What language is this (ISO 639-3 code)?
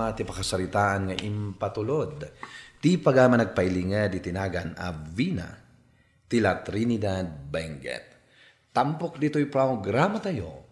ilo